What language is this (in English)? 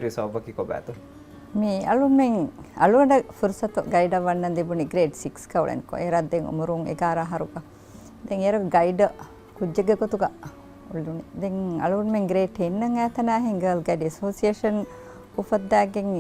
Divehi